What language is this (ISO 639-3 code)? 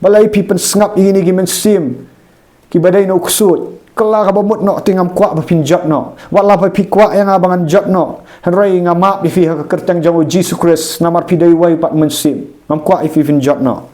kha